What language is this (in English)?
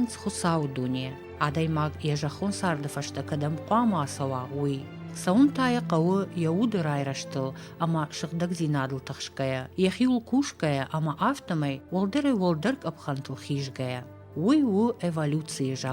Ossetic